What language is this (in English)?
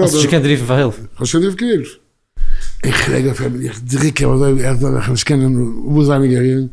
Yiddish